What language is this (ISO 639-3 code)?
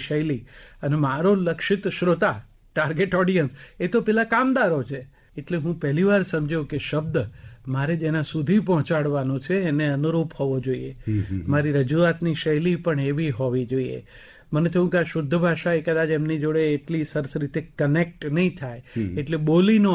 guj